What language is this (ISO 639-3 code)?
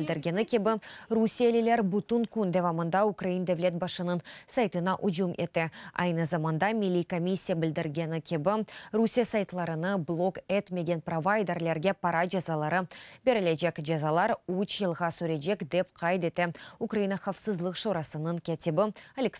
crh